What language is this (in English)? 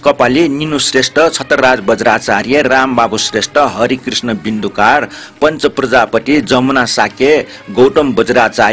Newari